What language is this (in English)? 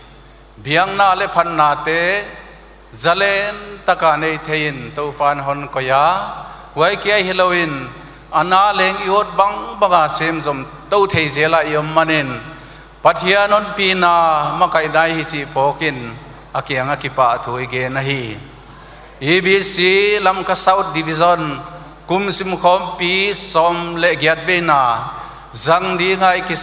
Paite Chin